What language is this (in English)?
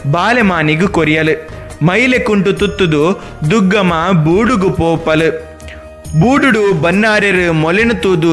Tulu